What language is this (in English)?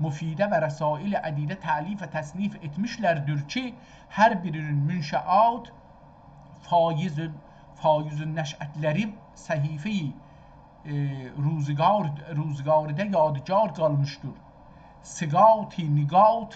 South Azerbaijani